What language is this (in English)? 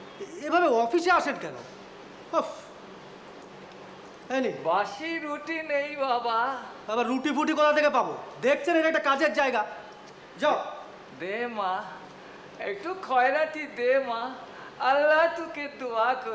Bangla